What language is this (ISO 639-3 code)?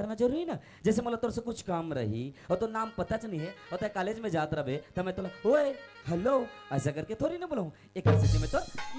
hne